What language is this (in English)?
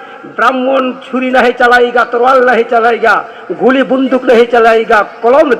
Santali